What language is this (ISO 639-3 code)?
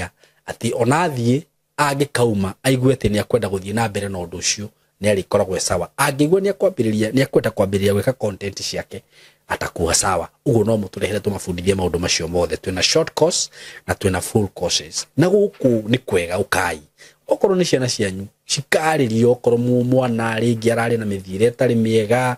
kik